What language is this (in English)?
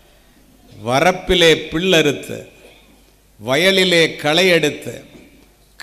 Tamil